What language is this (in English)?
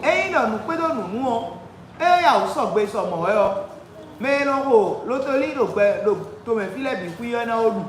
Fon